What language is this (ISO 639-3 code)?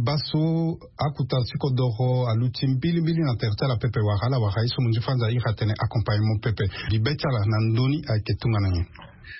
sag